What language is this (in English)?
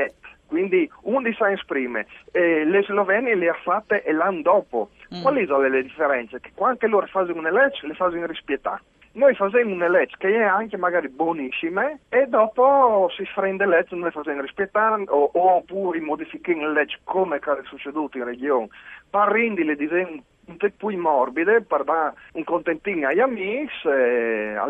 Friulian